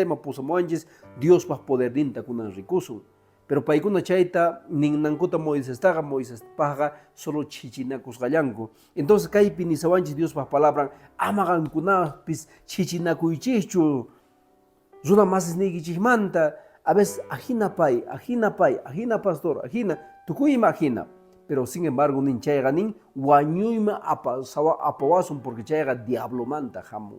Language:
Quechua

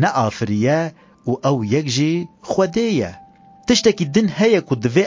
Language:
Kurdish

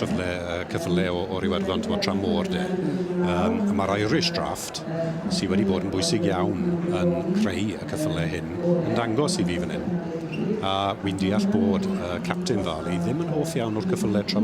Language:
Welsh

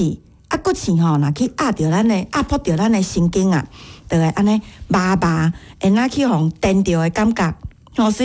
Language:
Min Nan Chinese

